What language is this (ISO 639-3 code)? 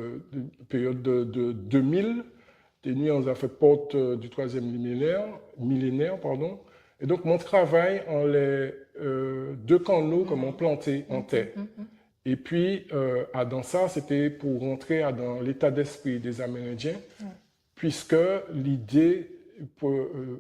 gcf